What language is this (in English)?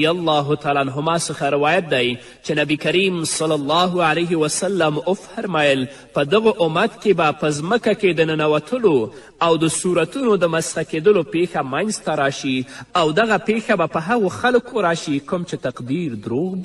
Pashto